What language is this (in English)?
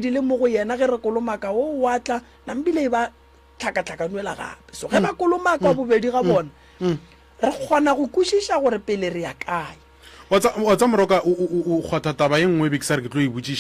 Northern Sotho